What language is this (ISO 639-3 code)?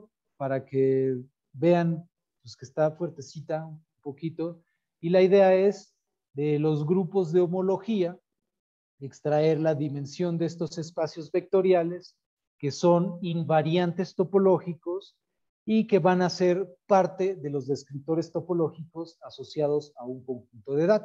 spa